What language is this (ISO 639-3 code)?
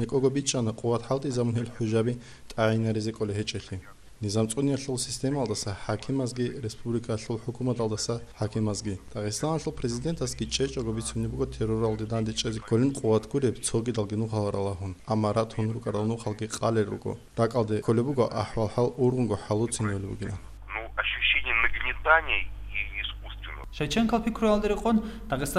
ava